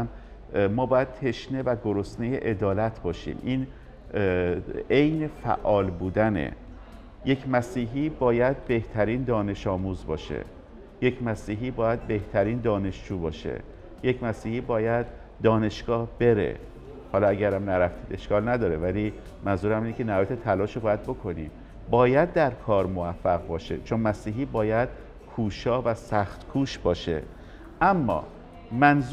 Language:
Persian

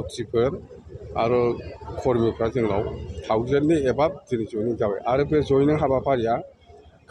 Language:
Bodo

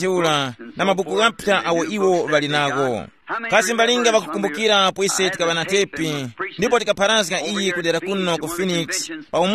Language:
Tumbuka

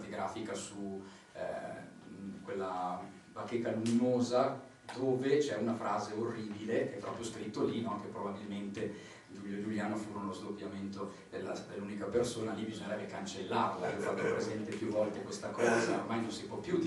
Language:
Italian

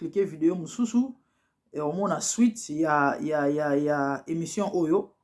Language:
Lingala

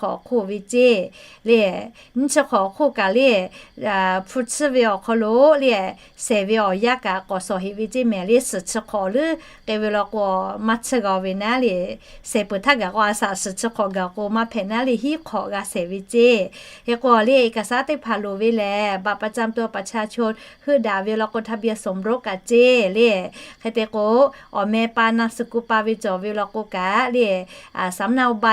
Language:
Lahu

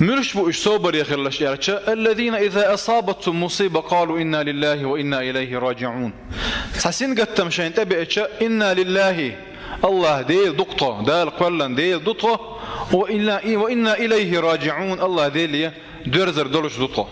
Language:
Chechen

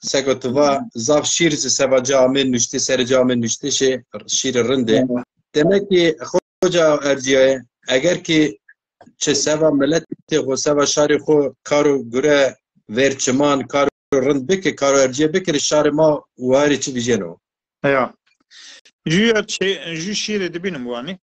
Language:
Zaza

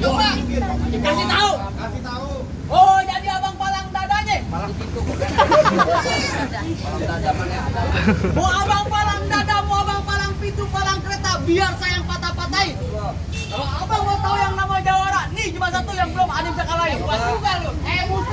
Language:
Betawi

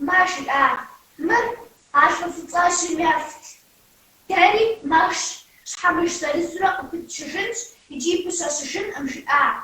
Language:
Kabardian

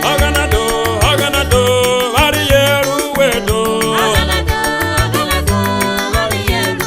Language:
Urhobo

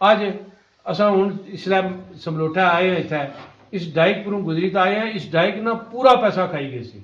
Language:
Pahari-Potwari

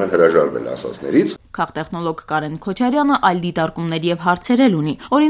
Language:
Armenian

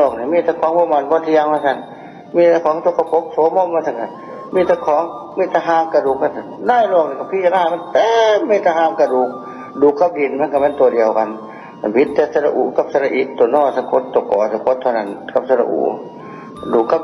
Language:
Northeastern Thai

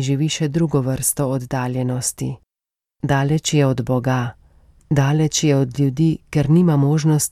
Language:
Slovenian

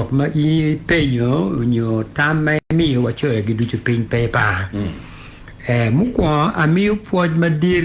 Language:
Acoli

